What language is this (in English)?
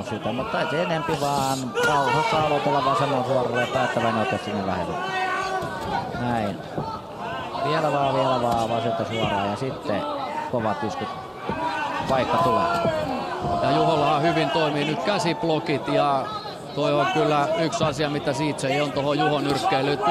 Finnish